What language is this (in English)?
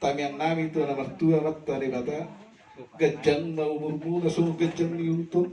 Batak Toba